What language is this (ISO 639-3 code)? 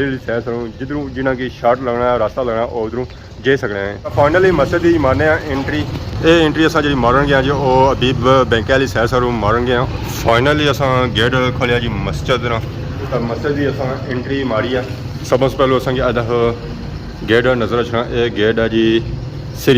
phr